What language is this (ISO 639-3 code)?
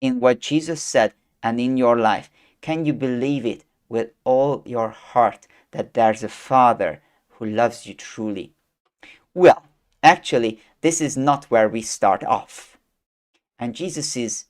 eng